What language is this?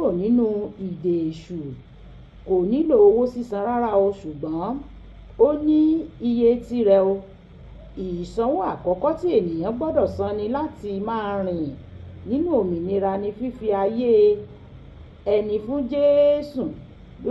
Yoruba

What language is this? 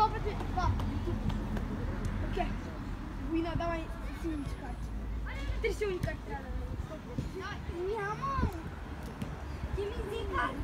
Bulgarian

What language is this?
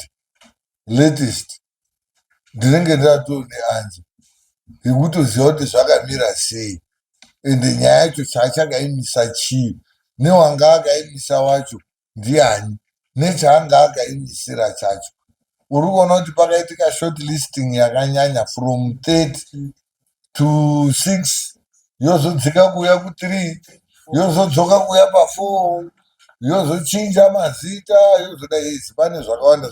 Shona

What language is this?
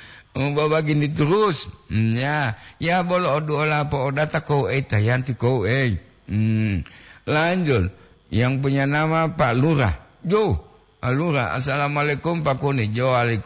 Gorontalo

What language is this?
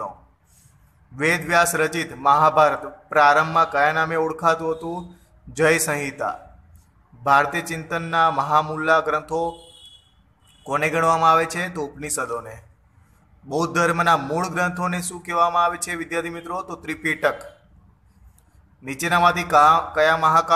Gujarati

